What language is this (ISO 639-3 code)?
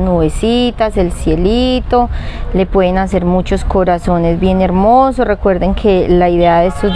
spa